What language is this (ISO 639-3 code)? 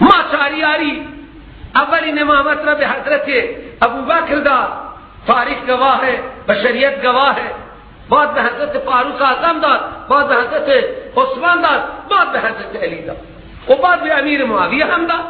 fas